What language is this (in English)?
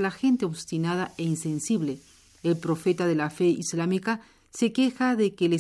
Spanish